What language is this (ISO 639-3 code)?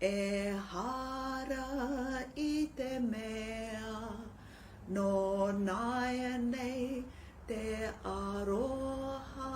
mri